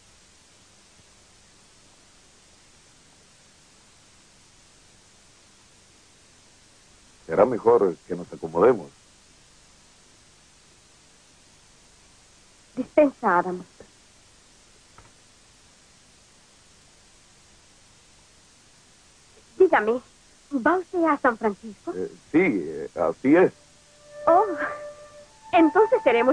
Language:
Spanish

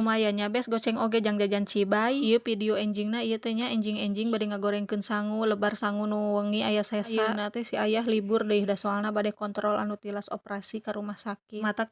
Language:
Sundanese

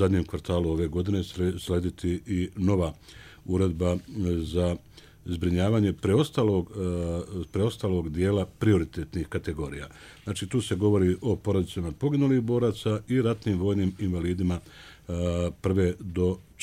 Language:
Bosnian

